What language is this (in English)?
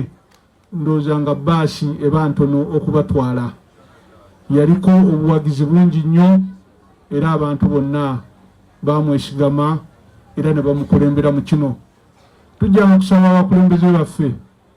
Ganda